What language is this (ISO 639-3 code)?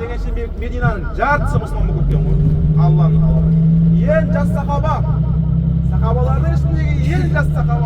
kaz